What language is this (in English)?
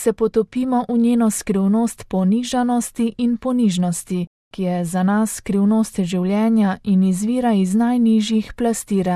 Slovenian